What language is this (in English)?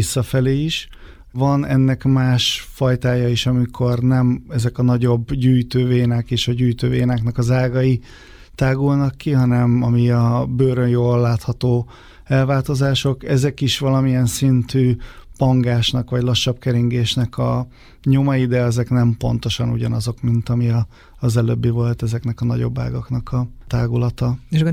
Hungarian